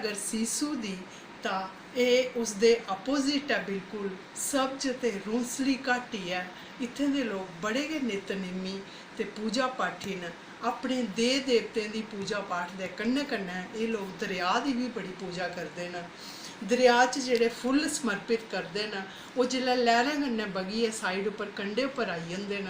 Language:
Dogri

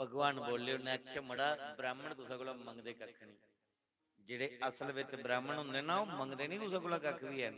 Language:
Dogri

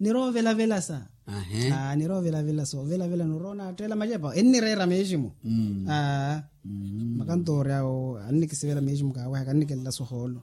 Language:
Makhuwa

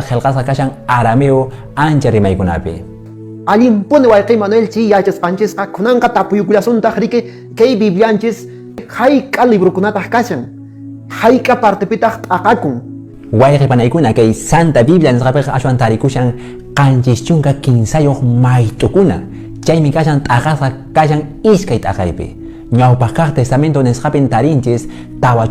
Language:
Quechua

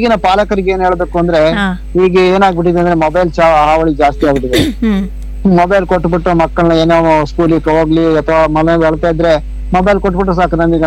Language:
Kannada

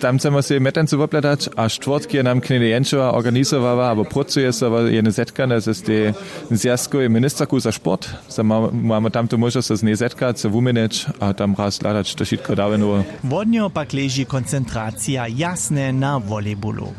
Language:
Upper Sorbian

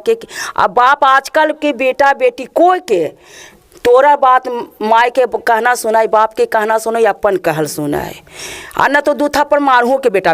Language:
Magahi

